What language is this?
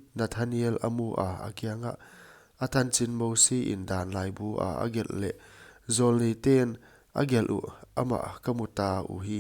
Paite Chin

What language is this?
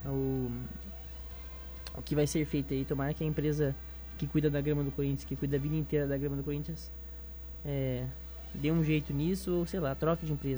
Portuguese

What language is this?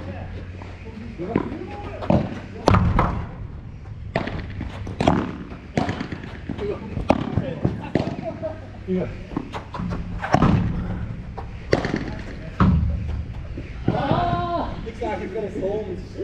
Dutch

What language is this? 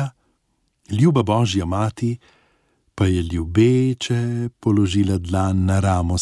Slovenian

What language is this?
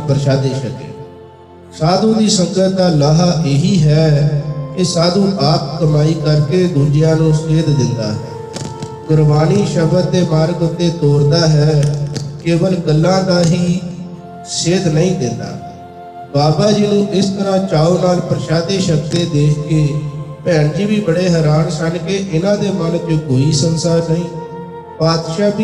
Punjabi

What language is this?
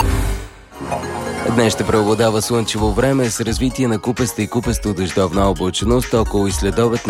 Bulgarian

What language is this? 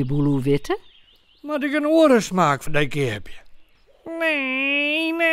Western Frisian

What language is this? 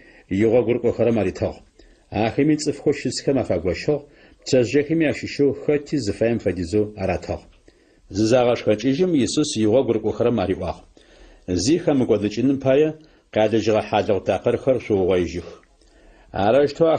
Adyghe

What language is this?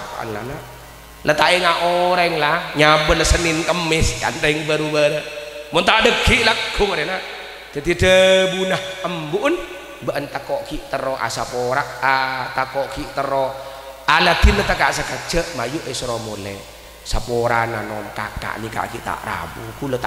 Madurese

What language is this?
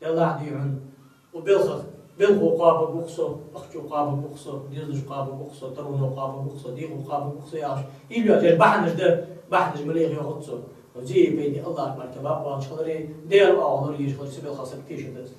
Ingush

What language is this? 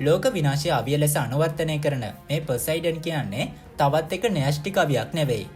Sinhala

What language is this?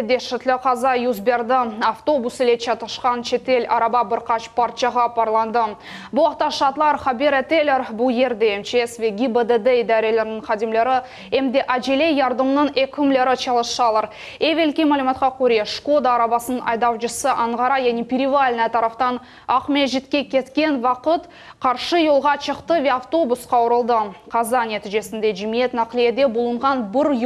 Crimean Tatar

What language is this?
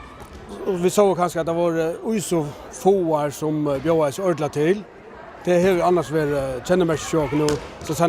Faroese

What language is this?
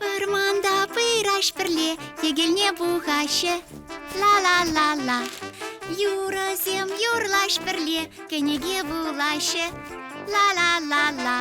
Chuvash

